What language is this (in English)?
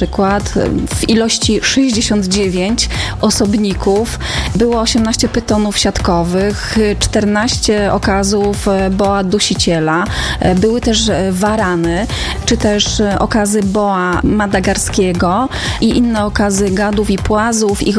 Polish